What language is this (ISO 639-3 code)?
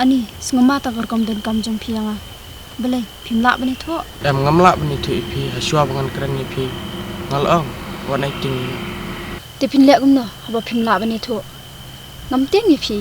kha